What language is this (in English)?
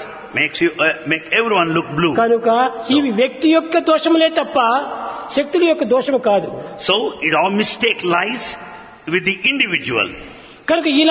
Telugu